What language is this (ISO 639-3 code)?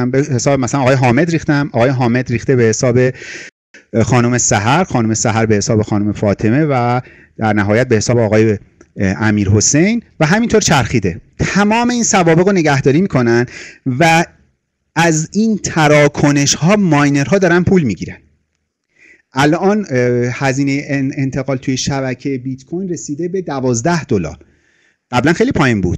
fas